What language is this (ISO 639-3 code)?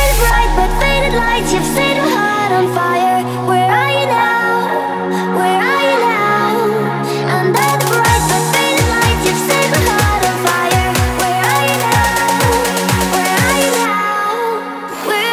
eng